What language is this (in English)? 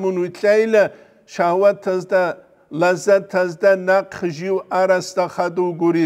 Avaric